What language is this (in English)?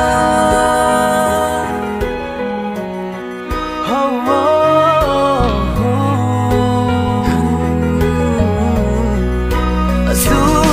Malay